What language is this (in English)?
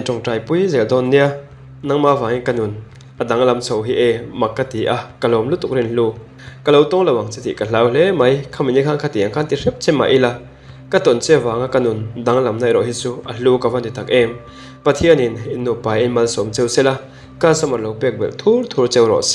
Mizo